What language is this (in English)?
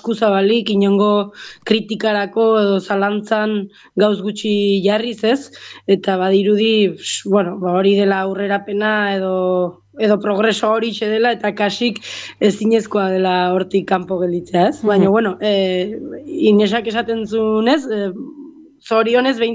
Basque